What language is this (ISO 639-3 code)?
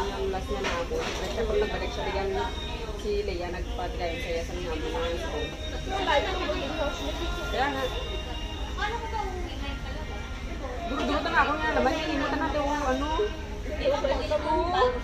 fil